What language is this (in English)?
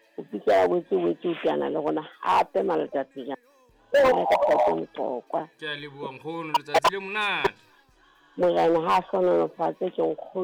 Southern Sotho